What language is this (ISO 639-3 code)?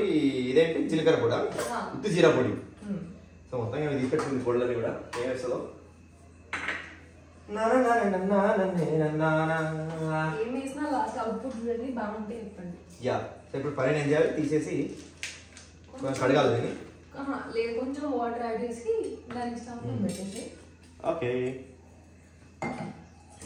tel